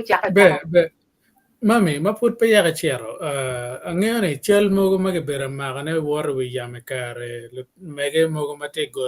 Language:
Acoli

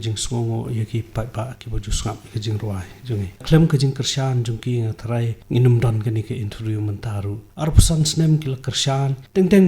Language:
Khasi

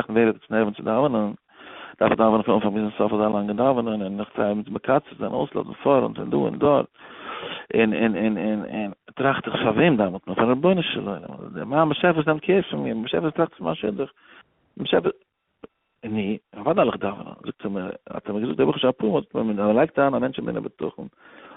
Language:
Yiddish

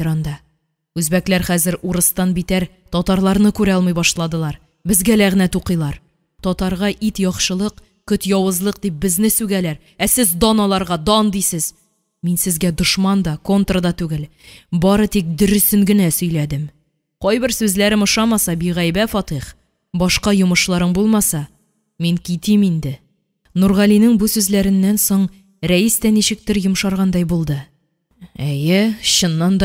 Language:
Tatar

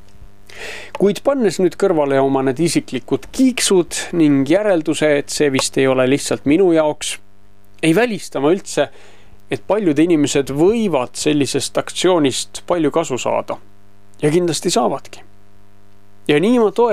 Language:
Estonian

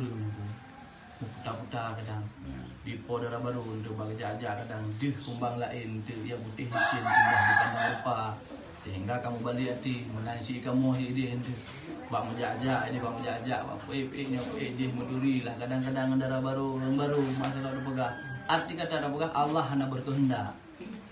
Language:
Achinese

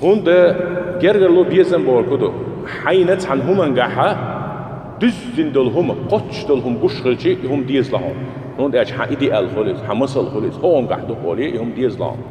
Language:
Chechen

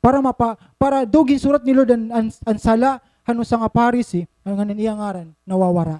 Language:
Waray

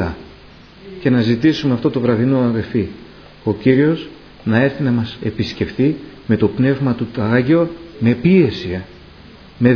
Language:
Greek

